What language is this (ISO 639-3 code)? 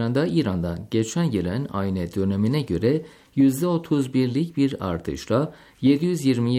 tur